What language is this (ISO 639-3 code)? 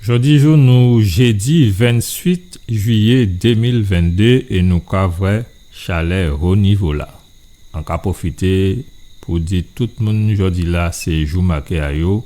gcf